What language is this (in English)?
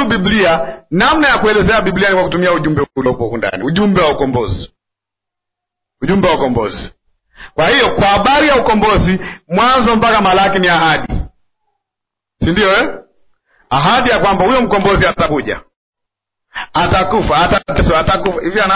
Swahili